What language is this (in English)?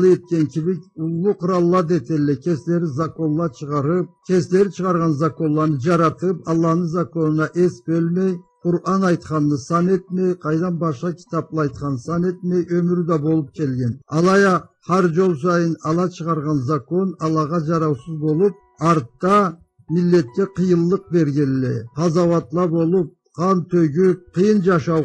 Karachay-Balkar